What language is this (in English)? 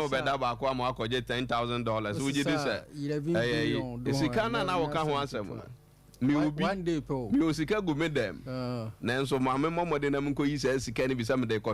Akan